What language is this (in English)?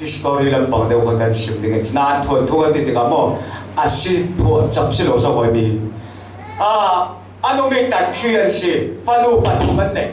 Falam Chin